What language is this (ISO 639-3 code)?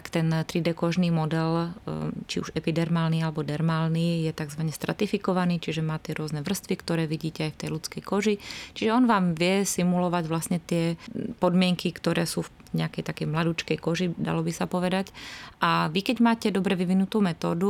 slk